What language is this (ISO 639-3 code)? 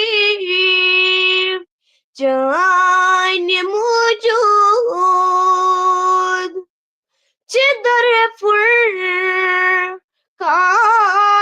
kas